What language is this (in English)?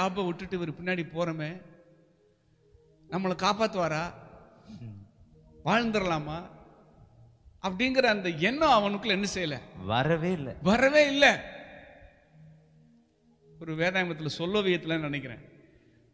Tamil